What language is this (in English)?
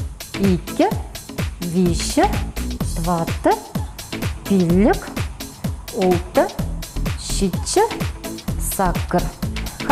Chuvash